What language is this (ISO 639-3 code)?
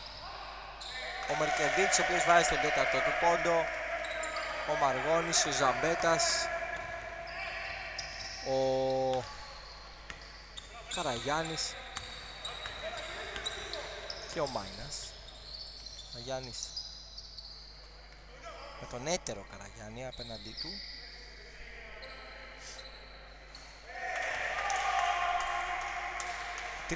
ell